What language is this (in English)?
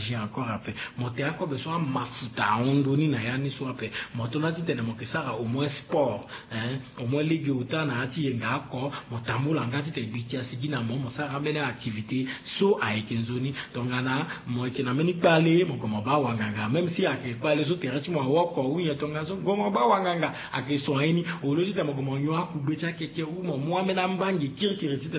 Sango